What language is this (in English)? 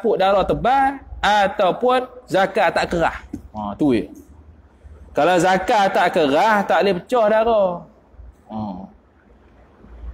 Malay